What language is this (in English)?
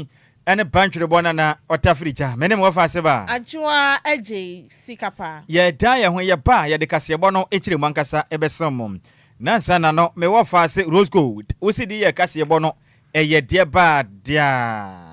Akan